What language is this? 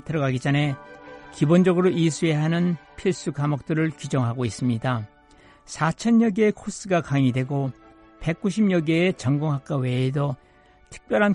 Korean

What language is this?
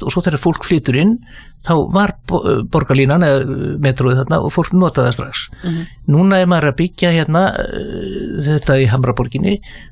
Icelandic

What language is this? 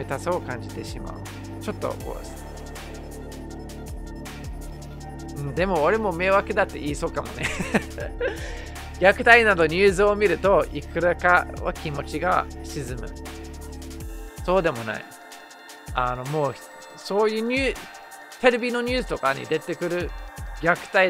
Japanese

